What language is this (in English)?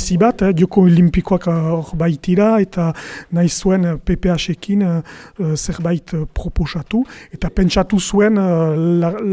Basque